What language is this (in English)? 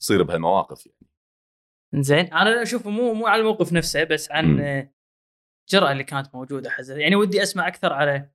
Gulf Arabic